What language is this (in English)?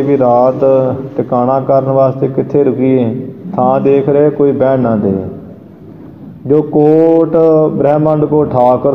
Punjabi